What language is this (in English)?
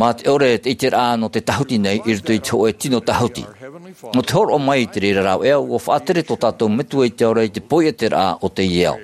Tahitian